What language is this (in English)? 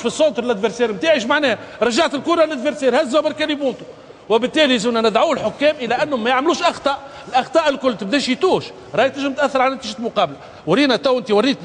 Tunisian Arabic